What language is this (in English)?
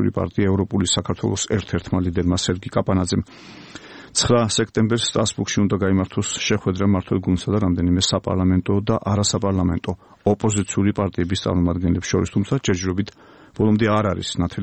Georgian